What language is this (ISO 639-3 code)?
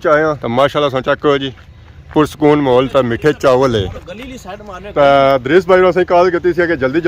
phr